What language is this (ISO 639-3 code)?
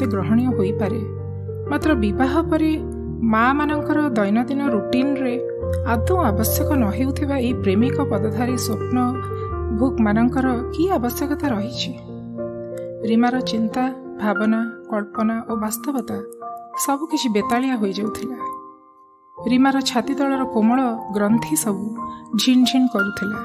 ori